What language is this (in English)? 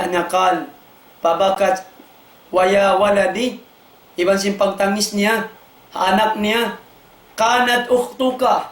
Tausug